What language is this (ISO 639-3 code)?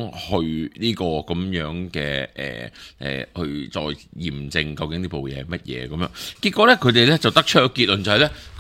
yue